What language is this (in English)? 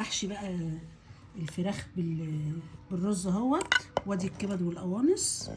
Egyptian Arabic